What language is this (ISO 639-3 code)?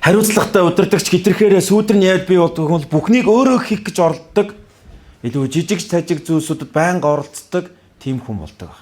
mon